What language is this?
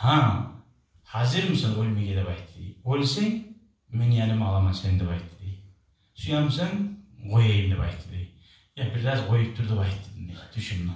Kumyk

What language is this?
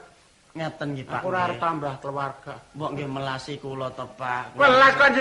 Javanese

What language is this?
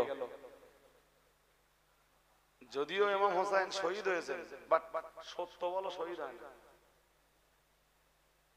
Bangla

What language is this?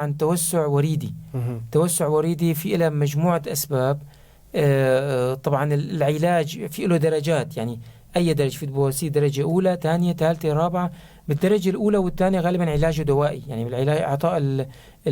North Levantine Arabic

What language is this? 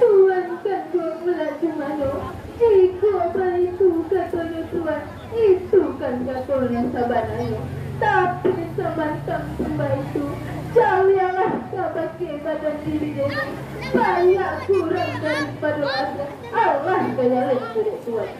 Minangkabau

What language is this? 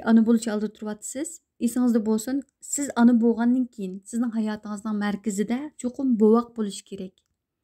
Uyghur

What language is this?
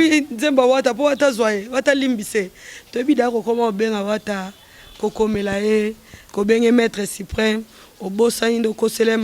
Lingala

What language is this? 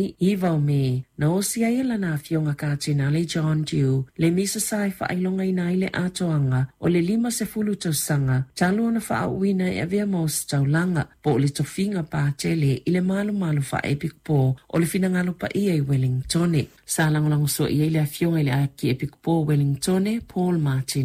Samoan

